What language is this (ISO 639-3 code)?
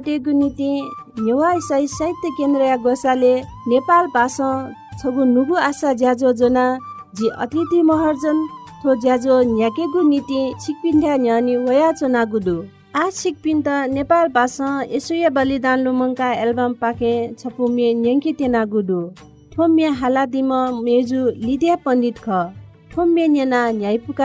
new